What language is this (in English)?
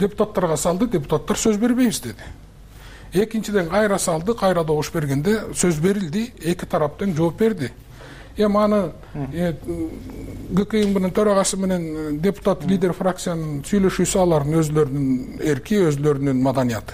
Kyrgyz